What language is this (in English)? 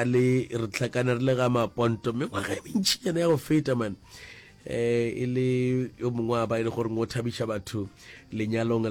Northern Sotho